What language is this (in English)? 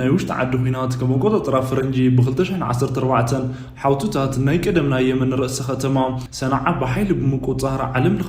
Tigrinya